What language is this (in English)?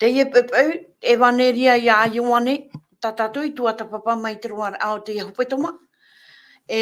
Tahitian